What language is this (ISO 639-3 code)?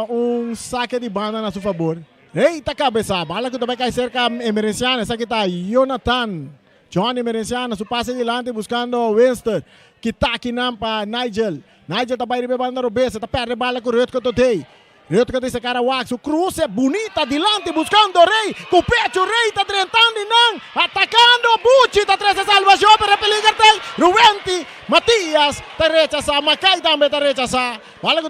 pap